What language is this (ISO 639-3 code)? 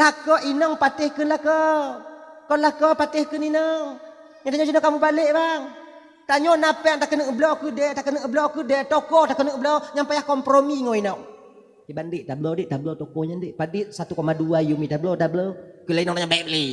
ace